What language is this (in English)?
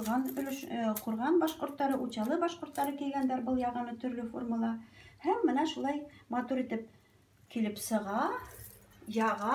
Bashkir